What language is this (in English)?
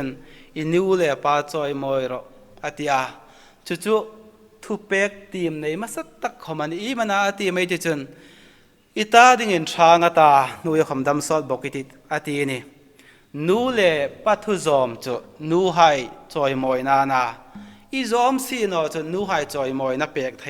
Hmar